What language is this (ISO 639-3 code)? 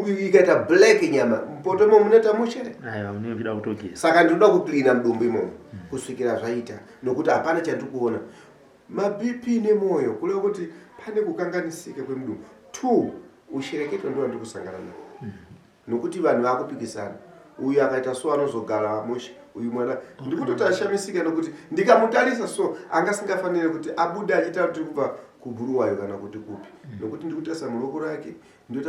sna